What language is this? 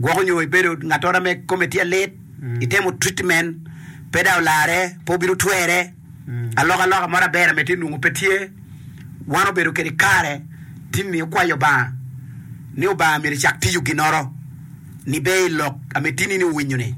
Acoli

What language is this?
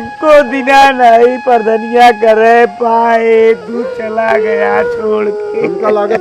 Awadhi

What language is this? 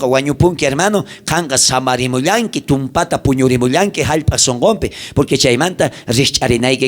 South Bolivian Quechua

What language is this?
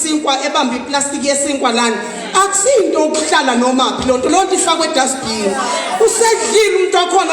Zulu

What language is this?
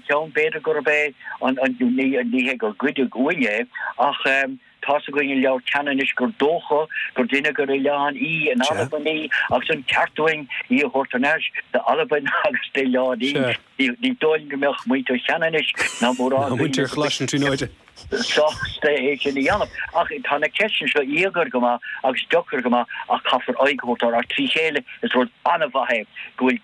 Irish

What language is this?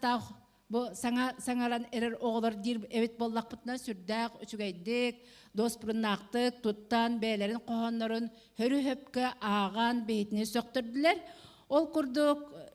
Yakut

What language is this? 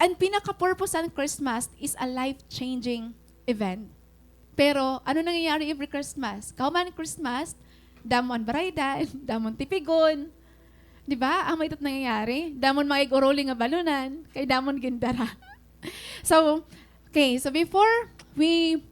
Waray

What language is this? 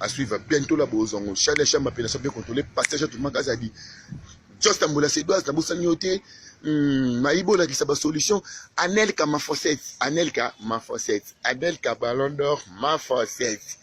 Lingala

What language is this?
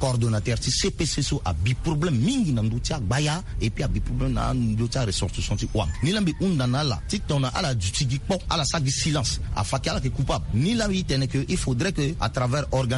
Sango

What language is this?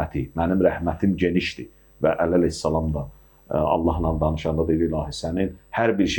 Azerbaijani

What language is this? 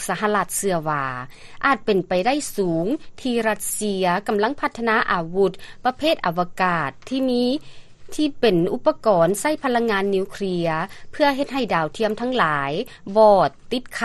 Lao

